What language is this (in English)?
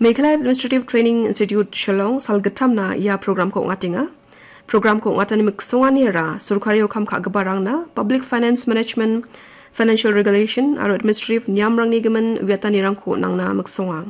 Garo